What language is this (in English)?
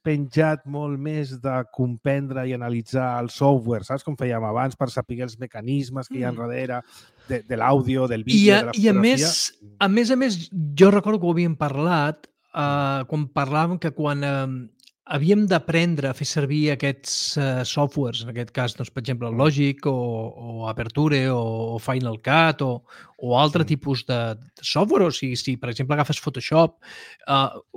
Catalan